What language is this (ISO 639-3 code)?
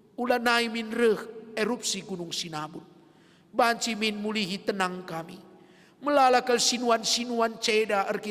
btx